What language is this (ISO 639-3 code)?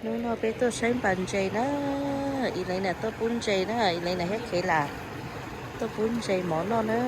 hmn